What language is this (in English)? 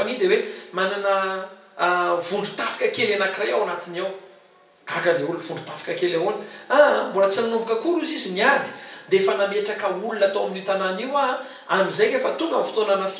Malagasy